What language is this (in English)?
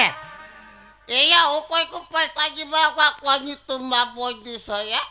Santali